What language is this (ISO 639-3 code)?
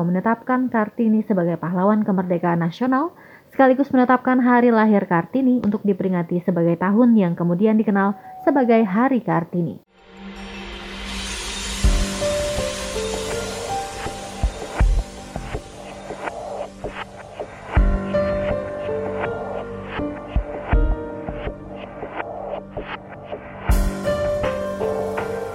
ind